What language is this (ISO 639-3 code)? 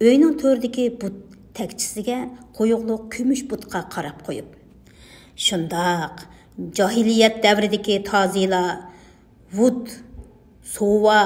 uig